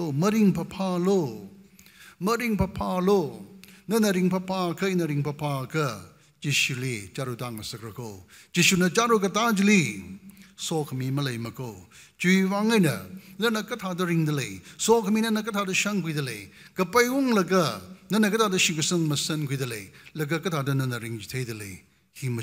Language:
Tangkhul Naga (India)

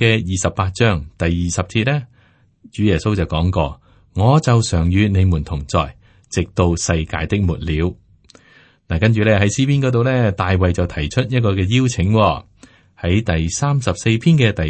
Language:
Cantonese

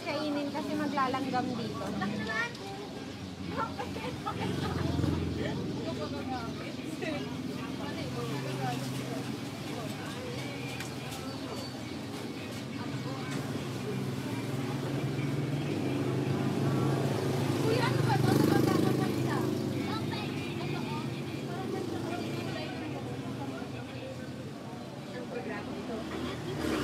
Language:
Filipino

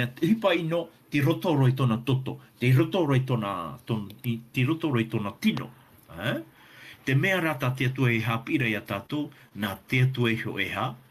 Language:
Tahitian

